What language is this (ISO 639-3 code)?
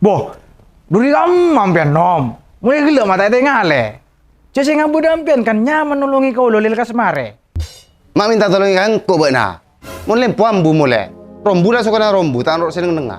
mad